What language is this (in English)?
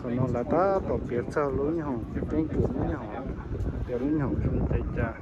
Hmong